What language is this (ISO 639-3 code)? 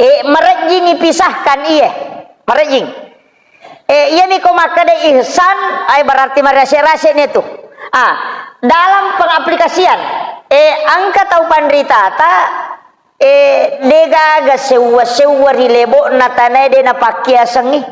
bug